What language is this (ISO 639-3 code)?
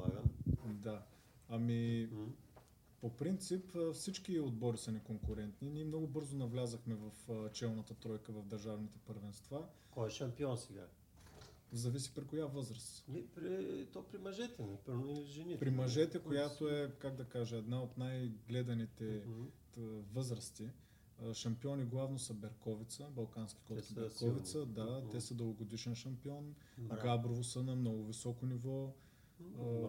bul